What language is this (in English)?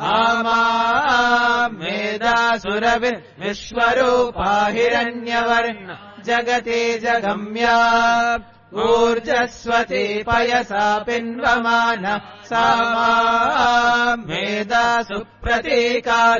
Sanskrit